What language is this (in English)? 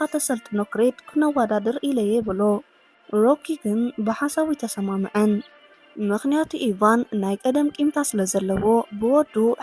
Tigrinya